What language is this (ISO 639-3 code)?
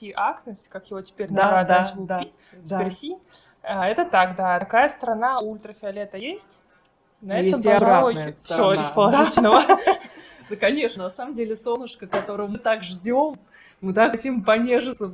rus